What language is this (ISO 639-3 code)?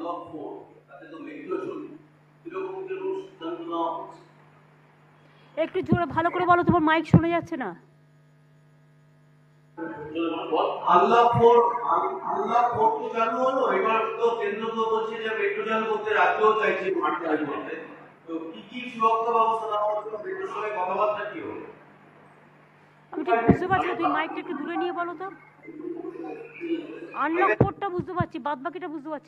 ben